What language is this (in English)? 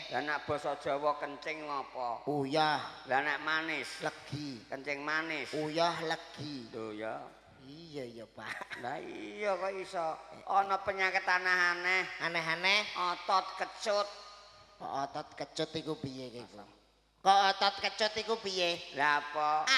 Javanese